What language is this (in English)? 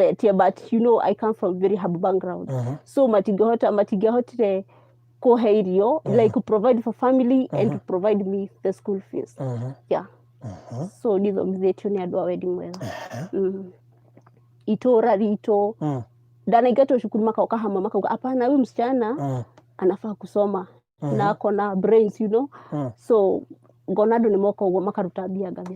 Kikuyu